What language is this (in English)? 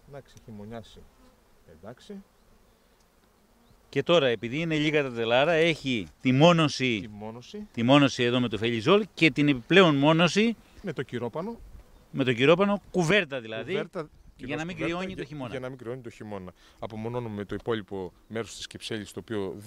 Greek